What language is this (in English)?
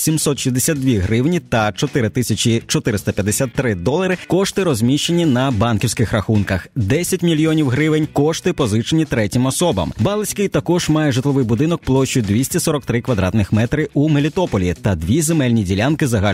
Ukrainian